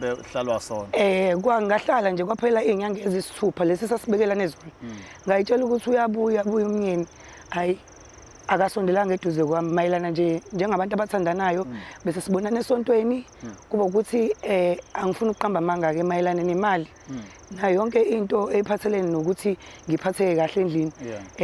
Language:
Zulu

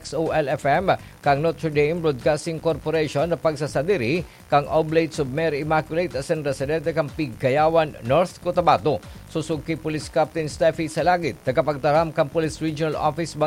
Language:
Bikol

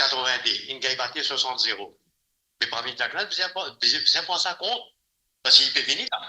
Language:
Morisyen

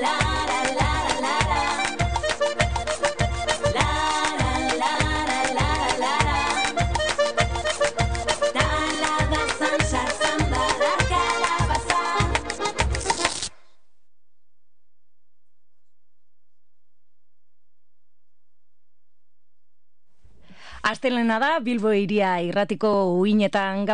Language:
Basque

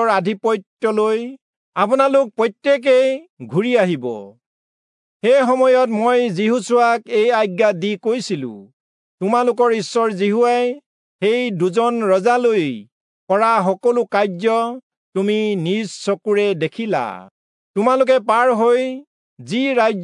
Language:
Assamese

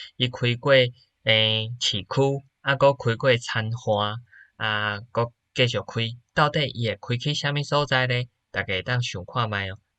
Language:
Min Nan Chinese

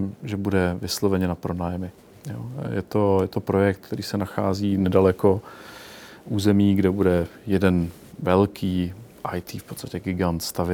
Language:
Czech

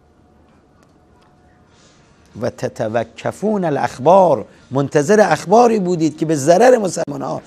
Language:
Persian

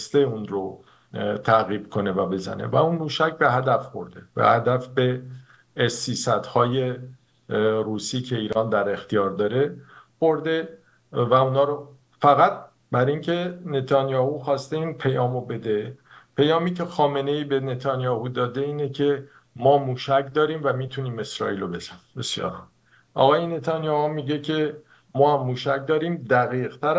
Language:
Persian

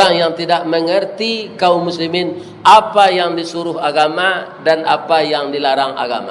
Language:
Minangkabau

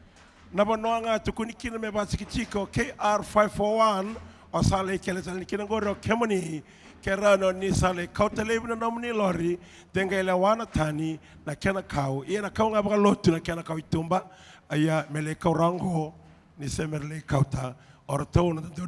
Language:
Fijian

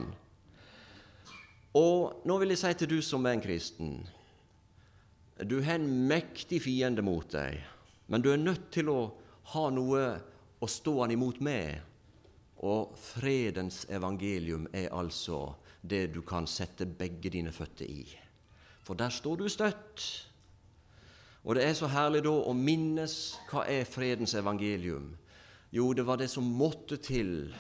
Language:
Norwegian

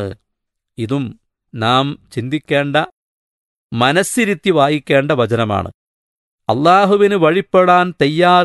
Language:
Malayalam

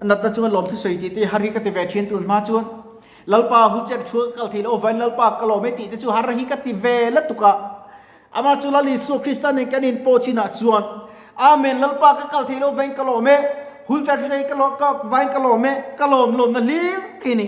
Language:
Mizo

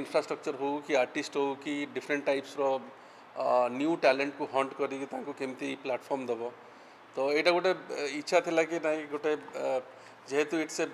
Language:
Odia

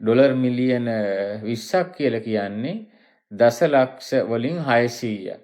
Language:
Sinhala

